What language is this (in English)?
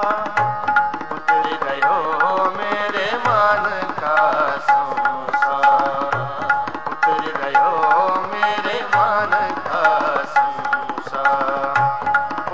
Punjabi